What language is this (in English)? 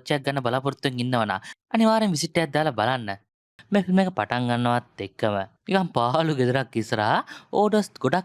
Sinhala